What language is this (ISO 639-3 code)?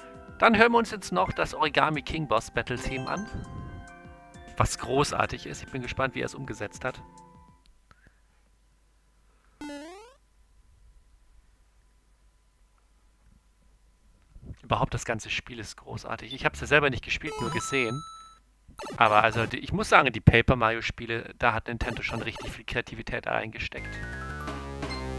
deu